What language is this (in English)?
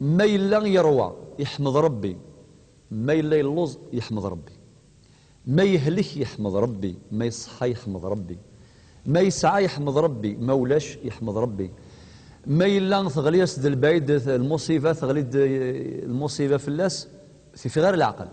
Kabyle